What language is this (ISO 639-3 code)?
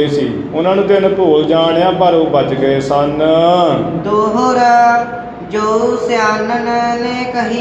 pan